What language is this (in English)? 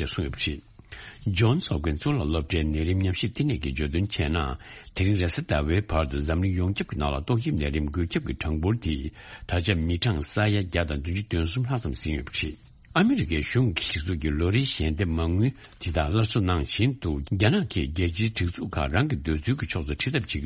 Tibetan